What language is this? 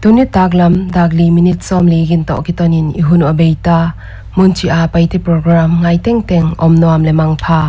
Paite Chin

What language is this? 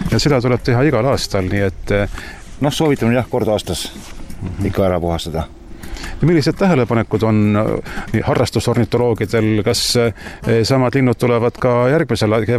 Estonian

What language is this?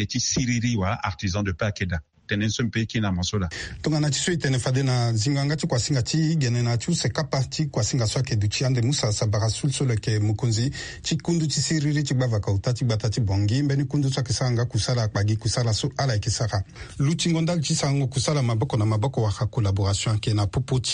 Sango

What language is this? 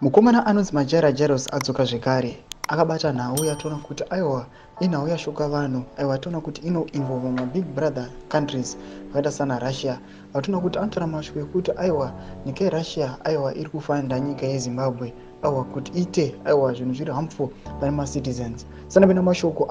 Shona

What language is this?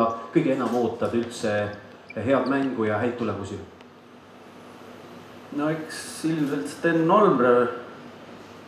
Estonian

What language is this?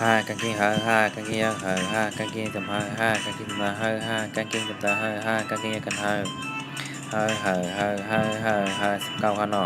Shan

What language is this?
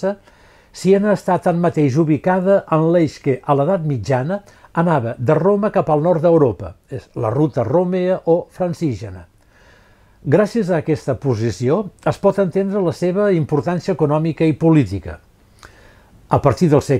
Catalan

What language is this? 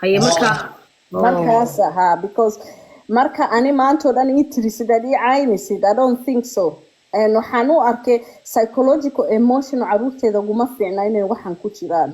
Somali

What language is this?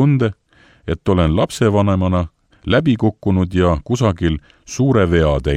Estonian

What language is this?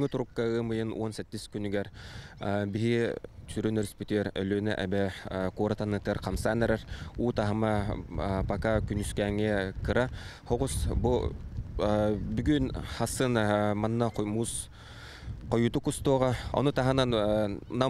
Yakut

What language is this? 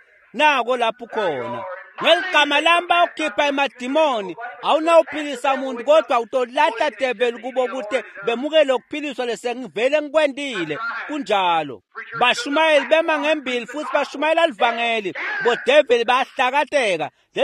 Swati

